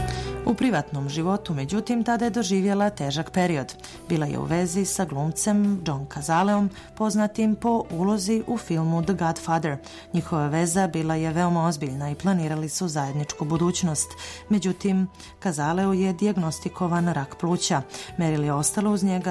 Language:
Bosnian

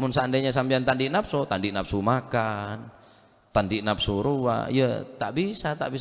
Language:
Madurese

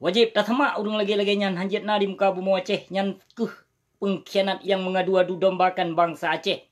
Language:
Achinese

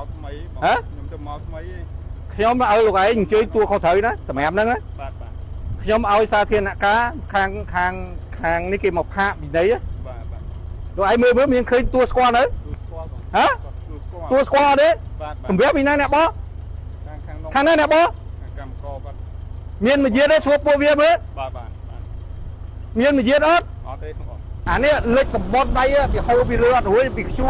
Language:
Khmer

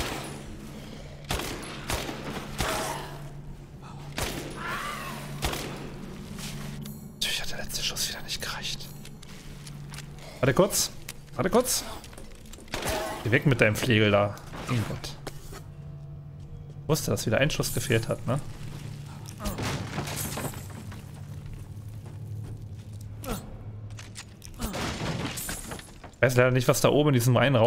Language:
German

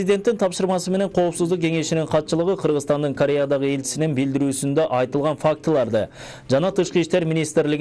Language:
Kyrgyz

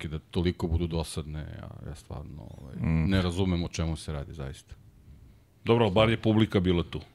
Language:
Serbian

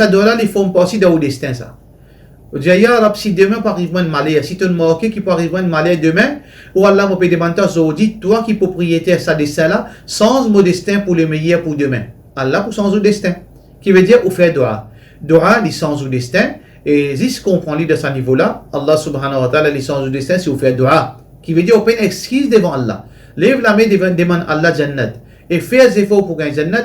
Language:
Morisyen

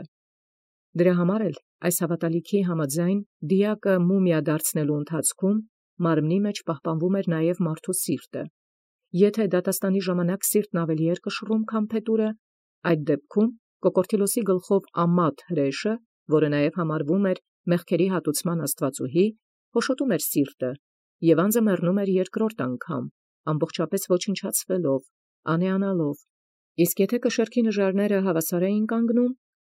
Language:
Armenian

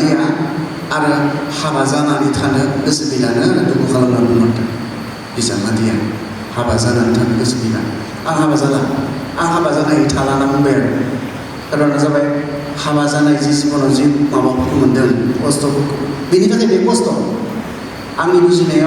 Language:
Bodo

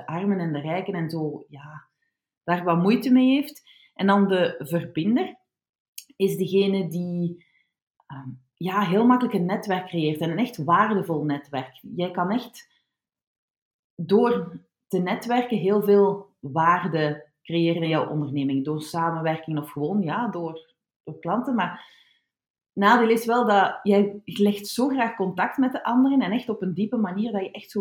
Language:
Dutch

